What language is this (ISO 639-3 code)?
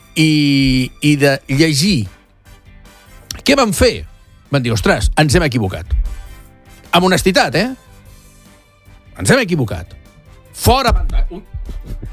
cat